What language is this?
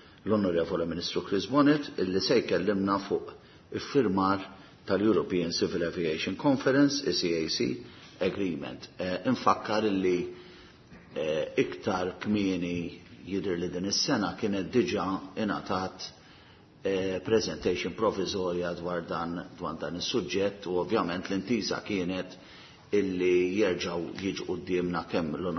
Maltese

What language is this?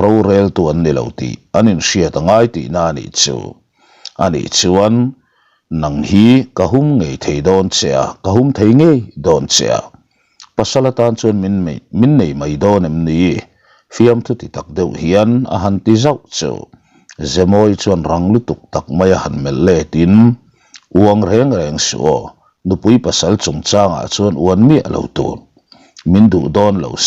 Mizo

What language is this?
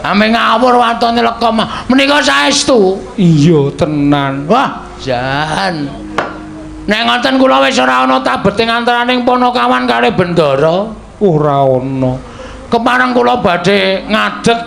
Javanese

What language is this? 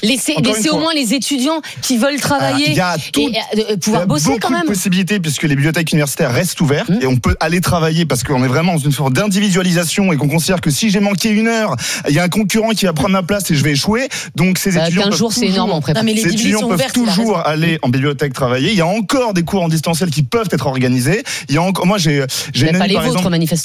French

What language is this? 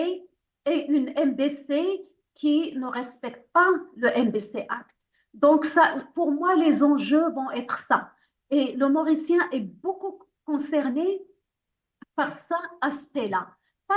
Morisyen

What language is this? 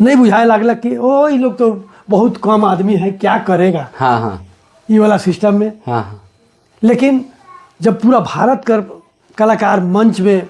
Sadri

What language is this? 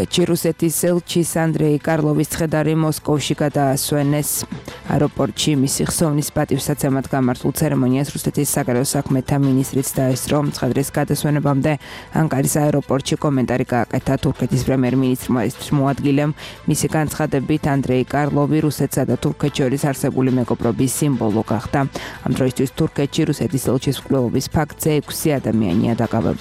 Georgian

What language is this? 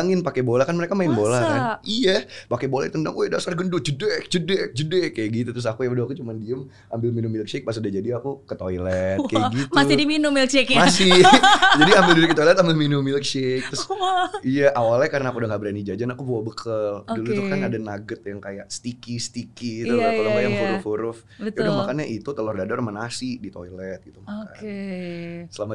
Indonesian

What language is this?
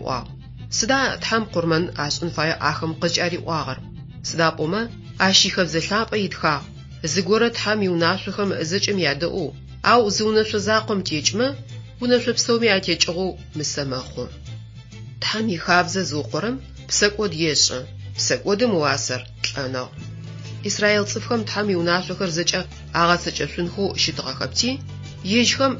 Adyghe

